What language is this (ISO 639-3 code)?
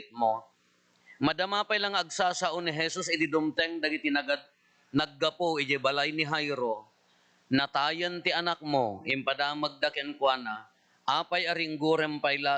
ilo